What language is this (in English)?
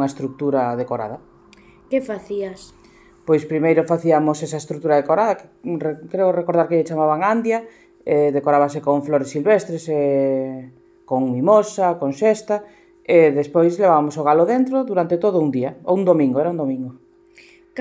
Galician